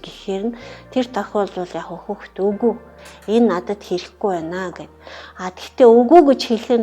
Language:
Mongolian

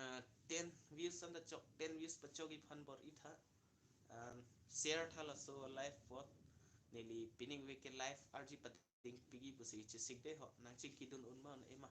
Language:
Karbi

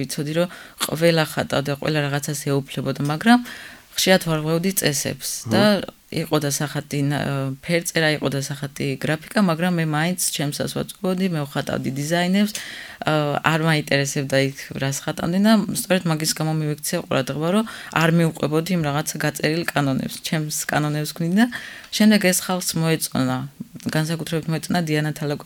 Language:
Georgian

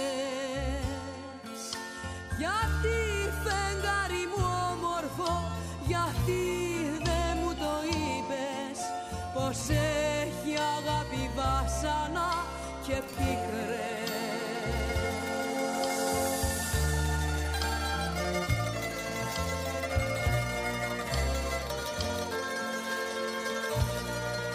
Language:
Greek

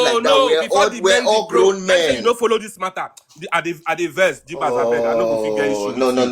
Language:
Nigerian Pidgin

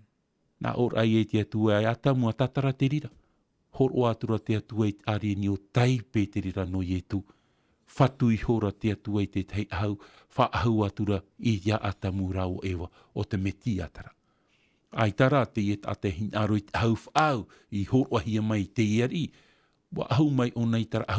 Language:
Tahitian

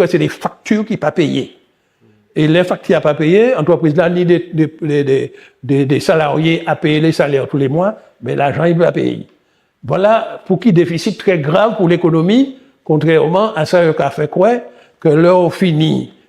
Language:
Guadeloupean Creole French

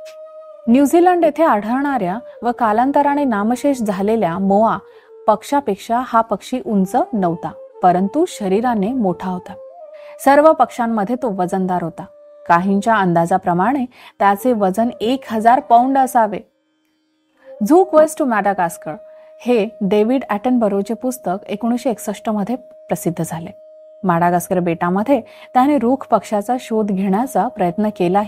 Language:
Marathi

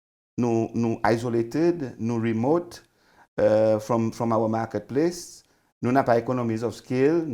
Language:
Seselwa Creole French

